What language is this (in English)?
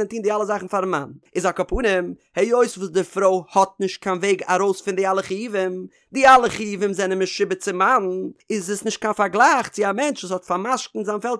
Yiddish